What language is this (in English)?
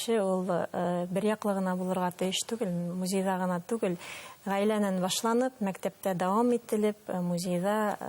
Bashkir